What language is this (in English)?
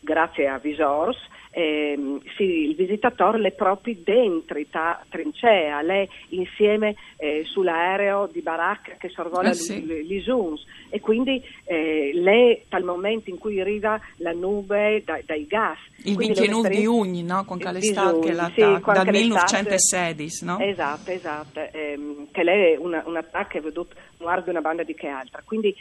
Friulian